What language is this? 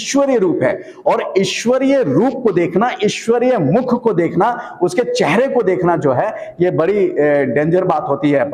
Hindi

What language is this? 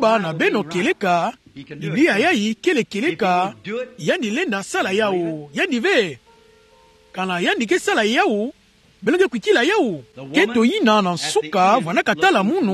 Kituba (Democratic Republic of Congo)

